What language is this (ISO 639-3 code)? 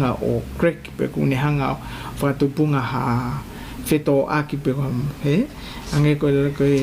ton